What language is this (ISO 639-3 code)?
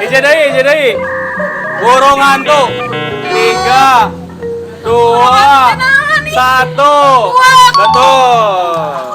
sun